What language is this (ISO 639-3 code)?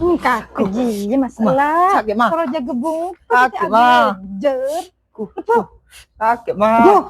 mad